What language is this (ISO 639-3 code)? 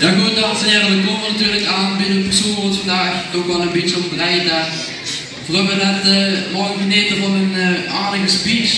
lim